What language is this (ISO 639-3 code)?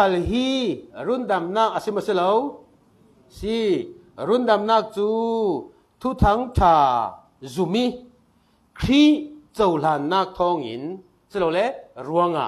cfm